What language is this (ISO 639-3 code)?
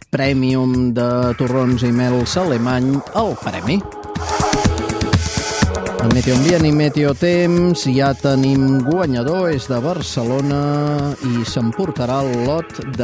cat